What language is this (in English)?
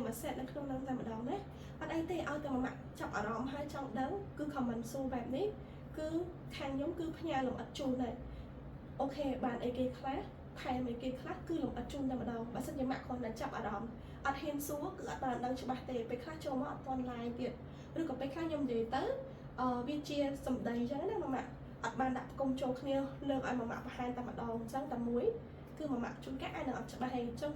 Khmer